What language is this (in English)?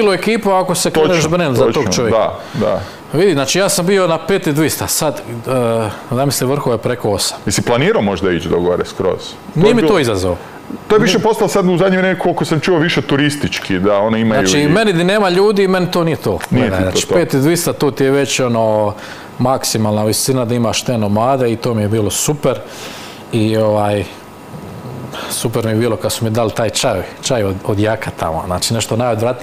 Croatian